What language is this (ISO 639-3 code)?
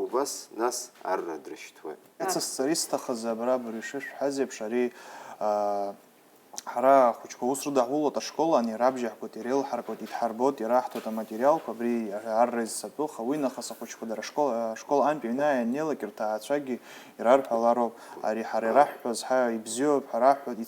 abk